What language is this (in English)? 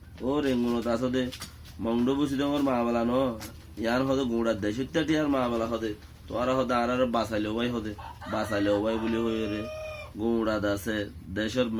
Rohingya